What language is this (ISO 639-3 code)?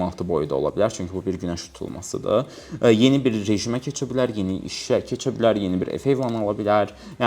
aze